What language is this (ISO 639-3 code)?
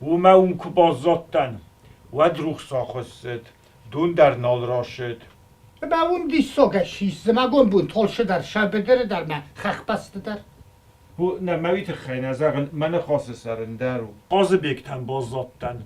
oss